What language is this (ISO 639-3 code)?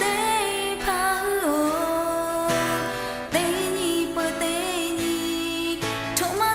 lhu